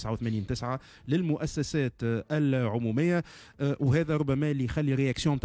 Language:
Tunisian Arabic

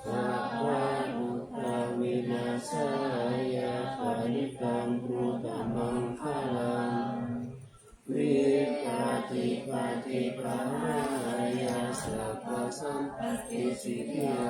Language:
Pali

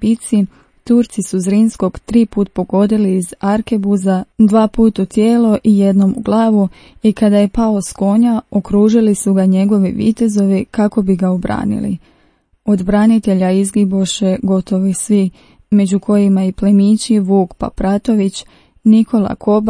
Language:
Croatian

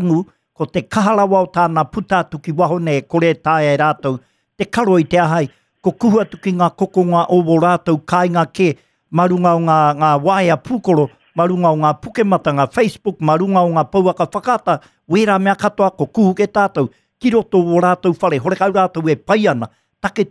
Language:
Māori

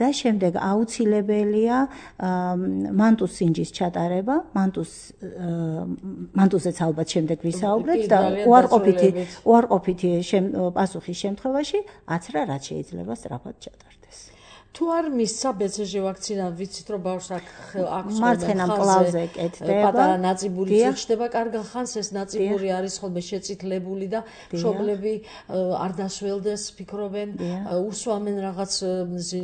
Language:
Georgian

